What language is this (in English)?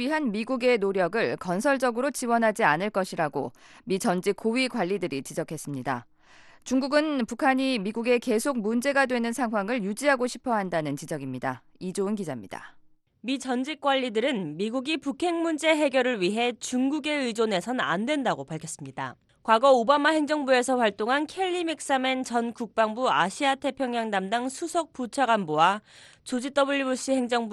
Korean